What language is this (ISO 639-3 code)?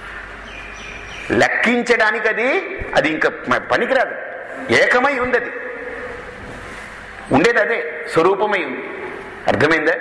tel